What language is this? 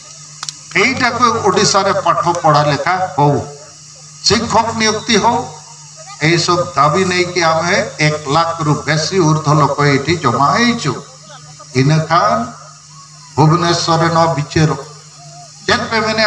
Santali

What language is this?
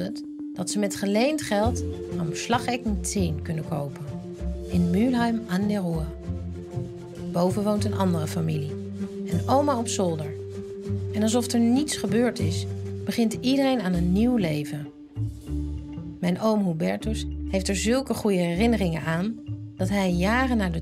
Dutch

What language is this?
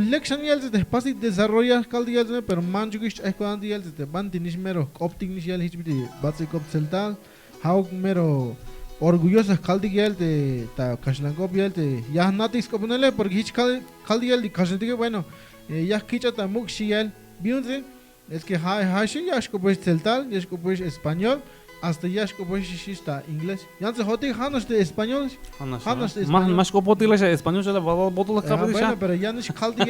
Tzeltal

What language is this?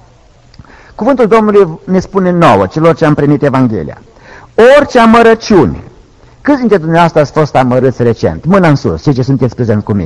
Romanian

